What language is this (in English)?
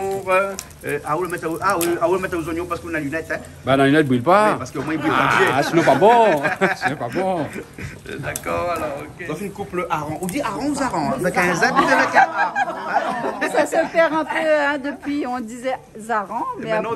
Réunion Creole French